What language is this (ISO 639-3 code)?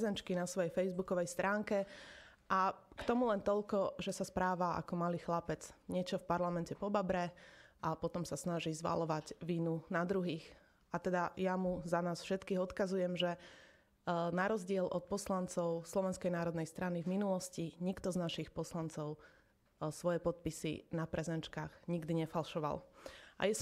slk